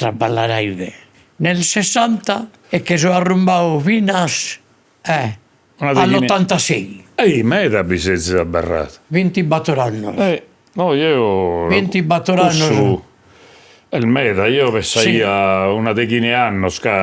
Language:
Sardinian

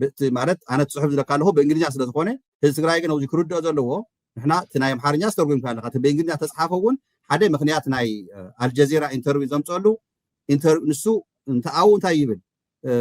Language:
Tigrinya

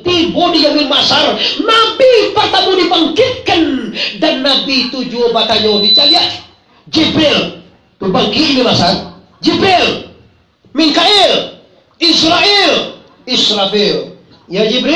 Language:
Minangkabau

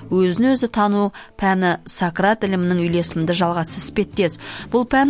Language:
Kazakh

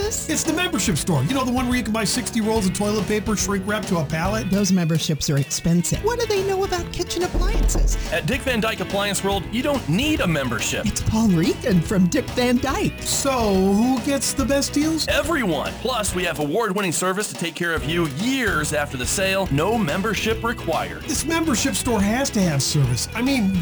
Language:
English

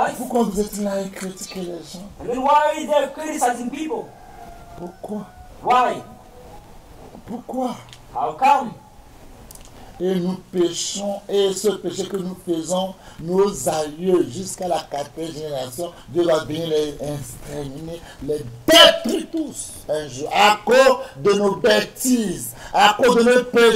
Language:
French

